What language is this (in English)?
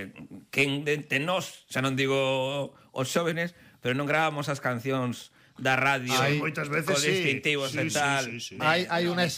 Galician